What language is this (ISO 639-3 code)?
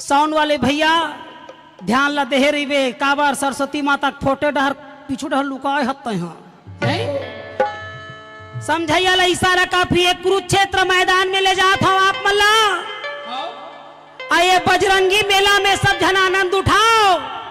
hne